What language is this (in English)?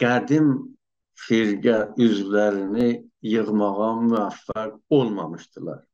South Azerbaijani